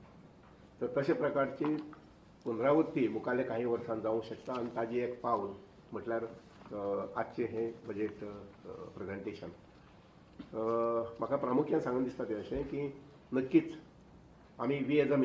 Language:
Konkani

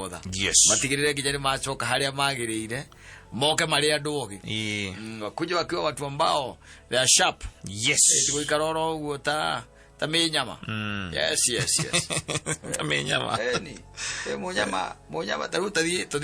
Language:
Kikuyu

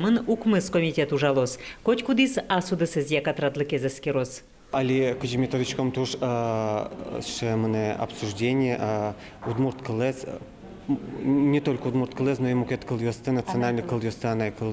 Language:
Udmurt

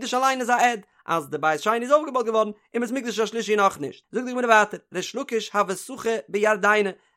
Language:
Yiddish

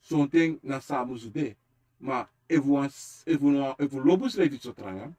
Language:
Sranan Tongo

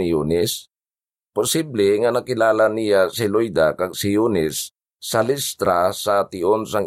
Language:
Hiligaynon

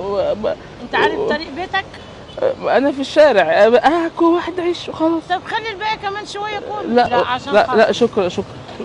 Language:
Egyptian Arabic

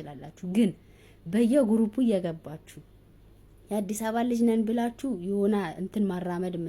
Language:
Amharic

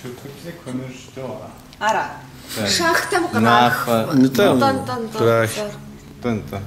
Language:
Kabardian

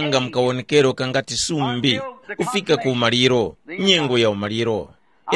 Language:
Tumbuka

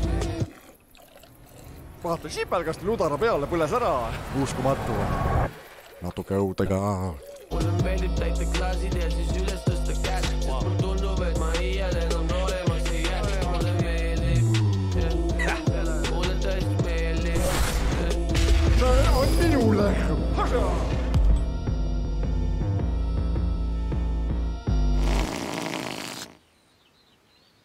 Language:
Estonian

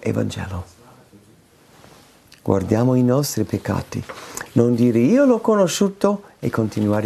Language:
Italian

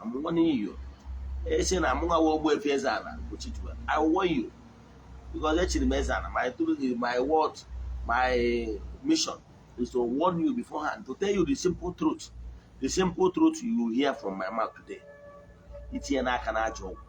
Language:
Igbo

